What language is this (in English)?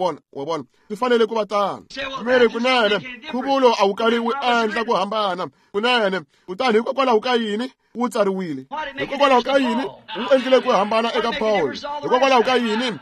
Tsonga